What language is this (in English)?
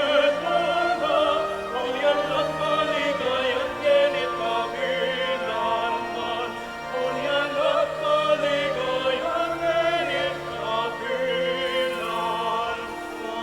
Pampanga